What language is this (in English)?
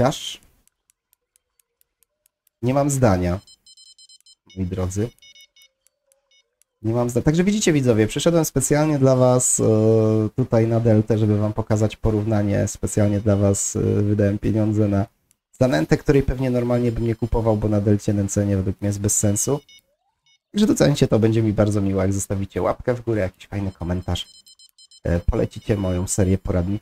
Polish